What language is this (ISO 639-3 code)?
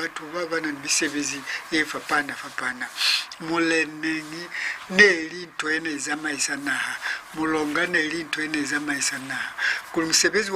loz